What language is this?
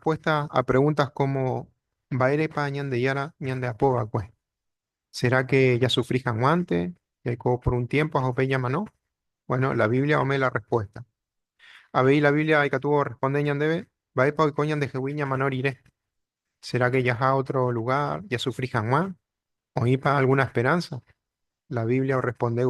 Guarani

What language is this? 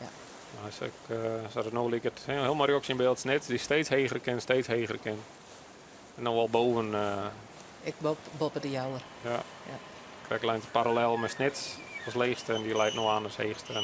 Western Frisian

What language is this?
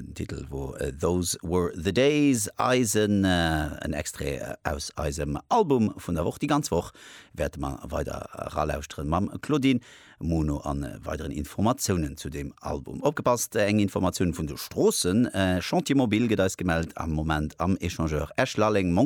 Luxembourgish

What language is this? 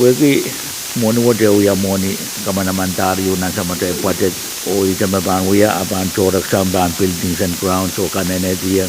Pohnpeian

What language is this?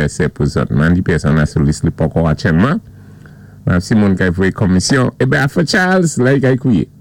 Saint Lucian Creole French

